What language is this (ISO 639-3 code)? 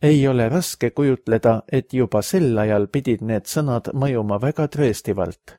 est